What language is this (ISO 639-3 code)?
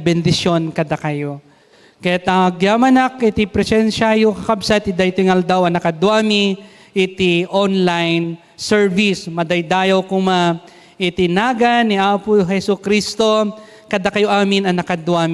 ilo